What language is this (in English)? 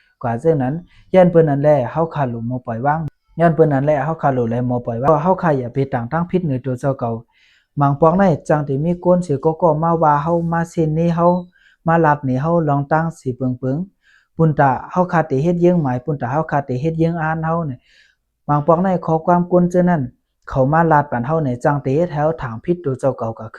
Shan